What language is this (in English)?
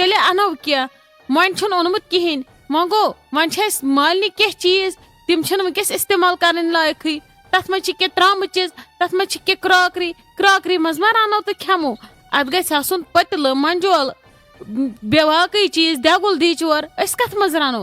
Kashmiri